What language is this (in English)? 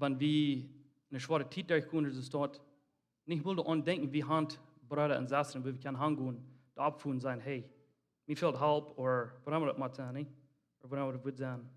Plautdietsch